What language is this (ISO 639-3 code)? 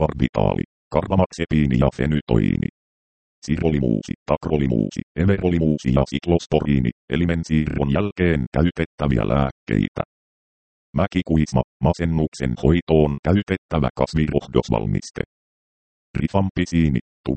fin